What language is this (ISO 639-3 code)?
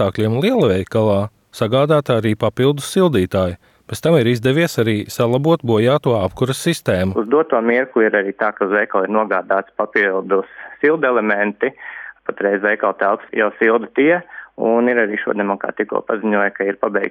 lav